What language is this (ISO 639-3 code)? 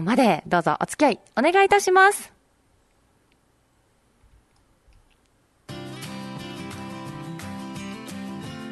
jpn